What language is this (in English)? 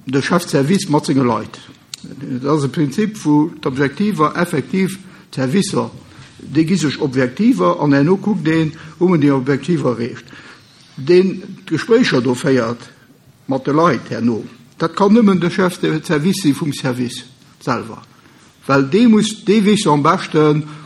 Luxembourgish